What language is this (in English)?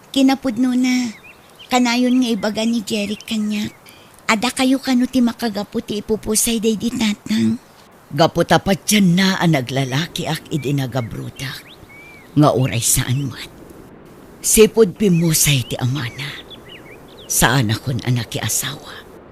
Iloko